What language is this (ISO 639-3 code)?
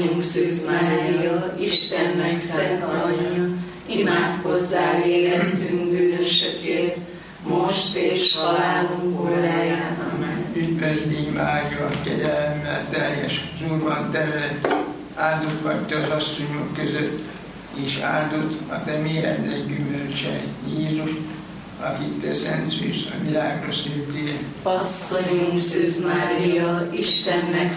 hun